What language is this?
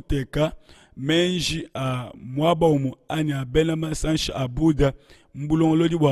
Luba-Lulua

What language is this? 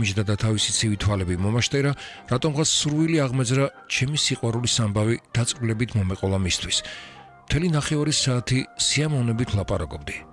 Georgian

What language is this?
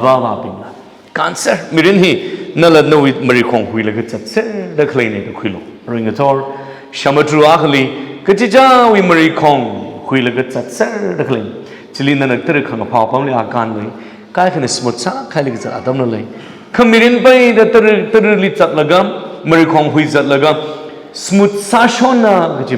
Tangkhul Naga (India)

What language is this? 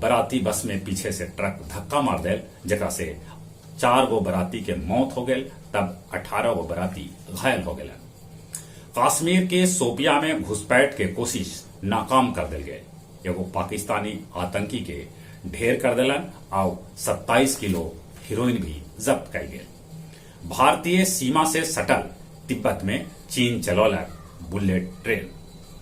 Magahi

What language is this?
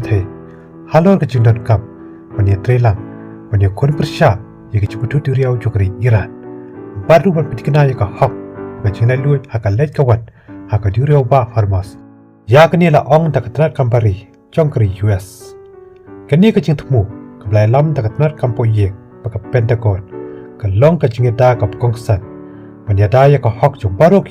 Khasi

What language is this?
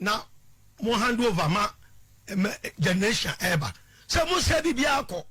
Akan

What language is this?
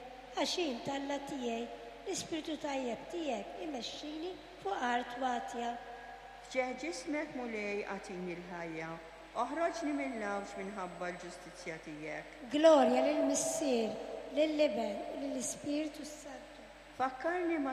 Maltese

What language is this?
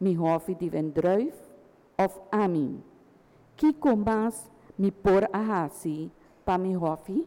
Papiamento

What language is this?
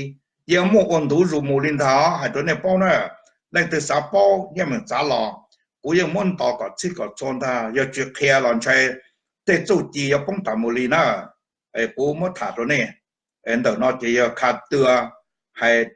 Hmong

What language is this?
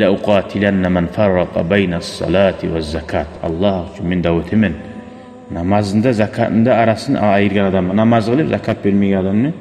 Kumyk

